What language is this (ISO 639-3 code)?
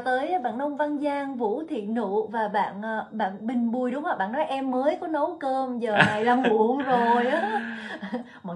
vie